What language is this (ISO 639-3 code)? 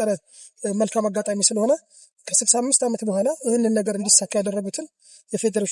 amh